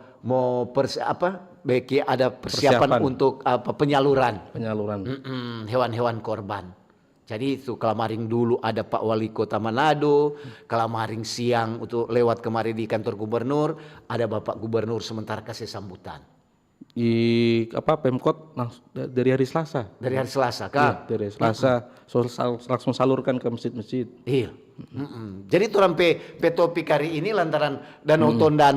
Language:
Manado Malay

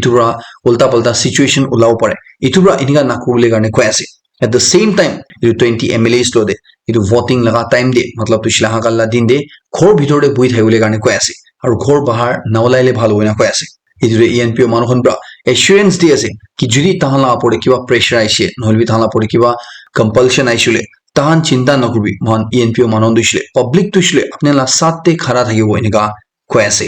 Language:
Naga Pidgin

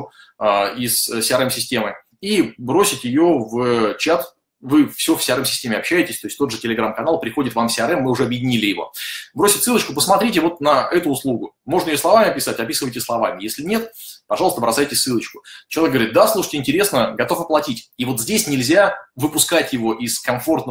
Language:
Russian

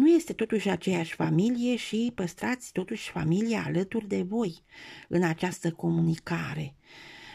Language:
Romanian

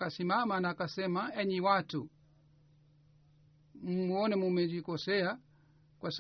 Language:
Swahili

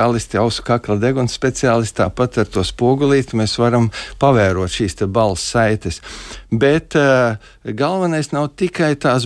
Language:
Latvian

